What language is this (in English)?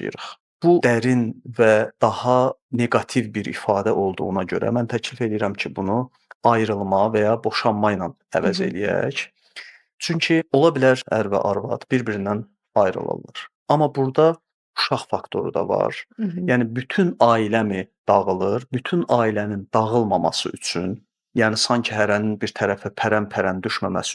Azerbaijani